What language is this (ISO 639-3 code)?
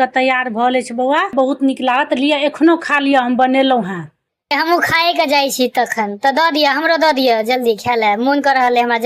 mai